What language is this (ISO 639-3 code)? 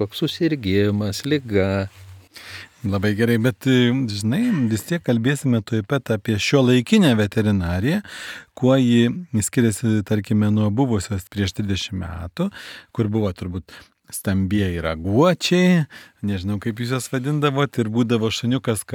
lit